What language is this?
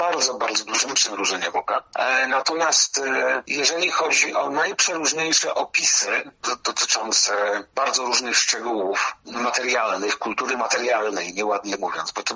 Polish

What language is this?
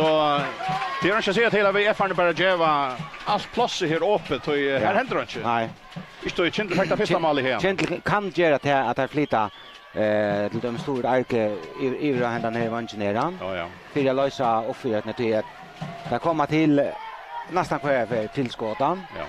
Faroese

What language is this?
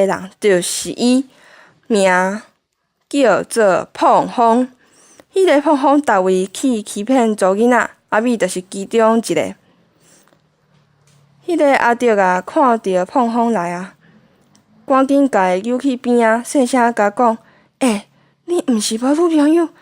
Min Nan Chinese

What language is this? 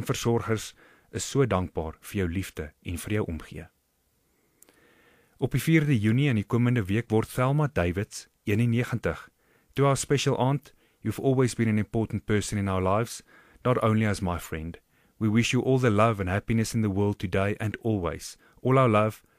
Afrikaans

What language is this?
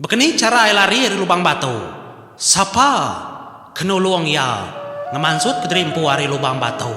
Iban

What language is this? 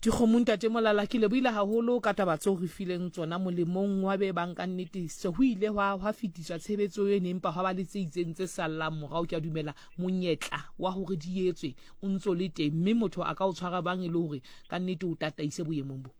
Southern Sotho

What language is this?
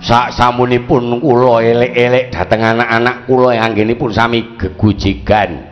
Javanese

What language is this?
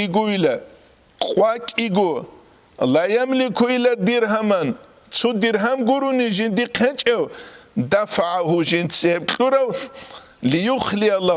Avaric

